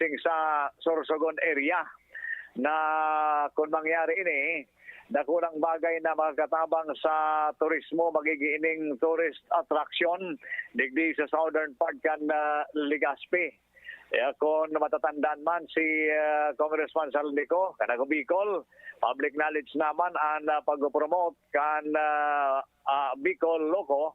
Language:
Bikol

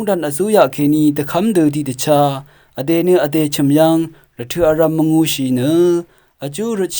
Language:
Rawang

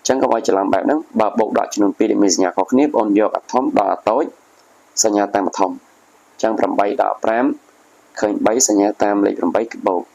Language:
Khmer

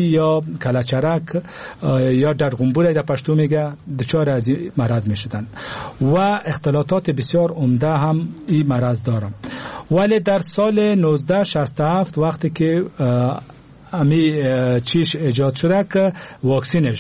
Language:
Persian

